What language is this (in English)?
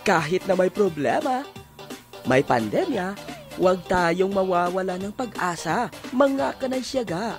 Hiligaynon